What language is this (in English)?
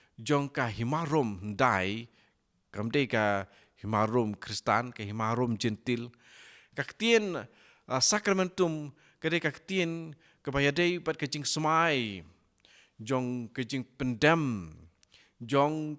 Khasi